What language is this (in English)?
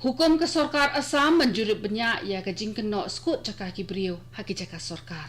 Khasi